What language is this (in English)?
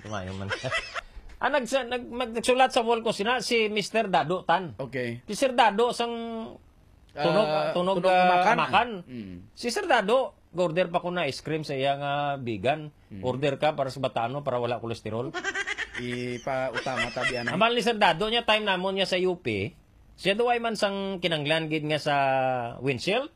Hiligaynon